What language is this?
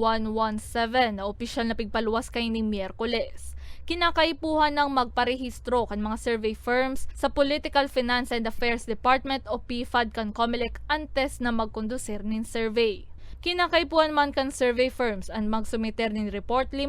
Bikol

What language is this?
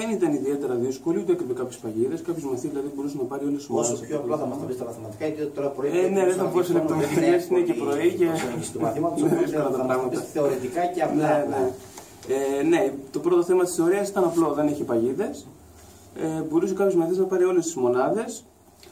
Greek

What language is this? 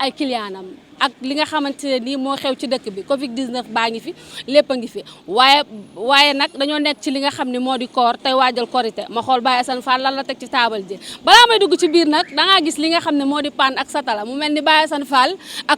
Wolof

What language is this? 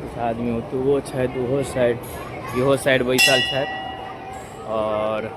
Maithili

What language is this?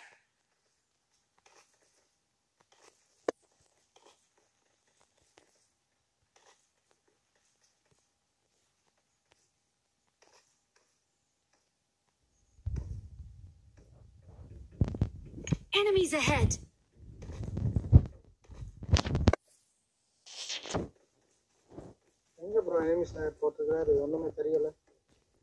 Tamil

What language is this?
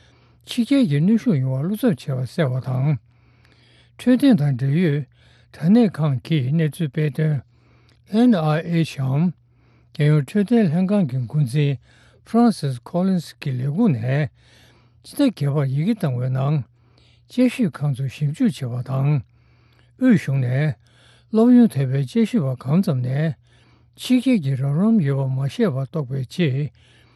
Tibetan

